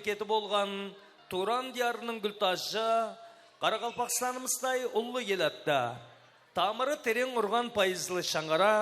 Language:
Kara-Kalpak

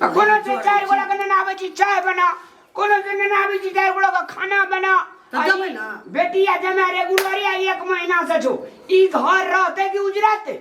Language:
Maithili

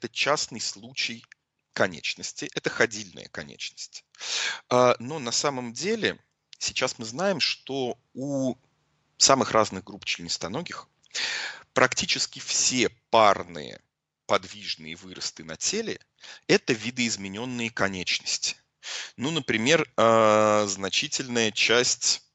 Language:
Russian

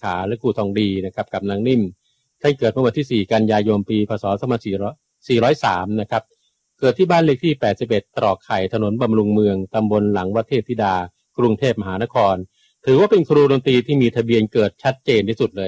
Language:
Thai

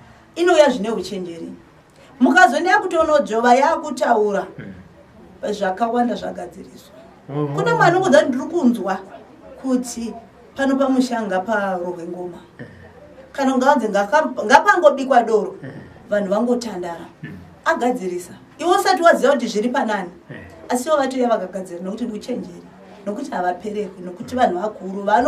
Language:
Shona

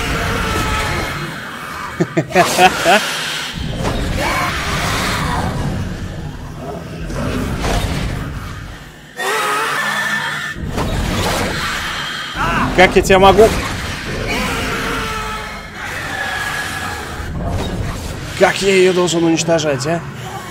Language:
Russian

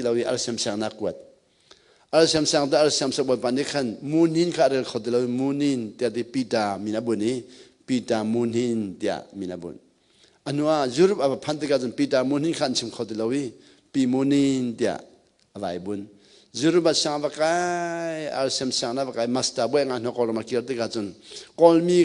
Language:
Hakha Chin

